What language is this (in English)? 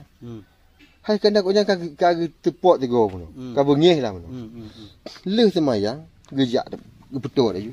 Achinese